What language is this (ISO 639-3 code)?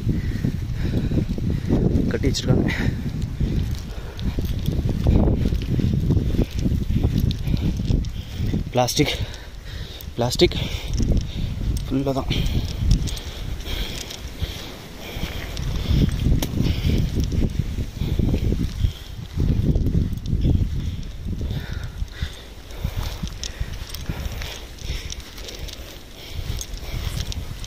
tam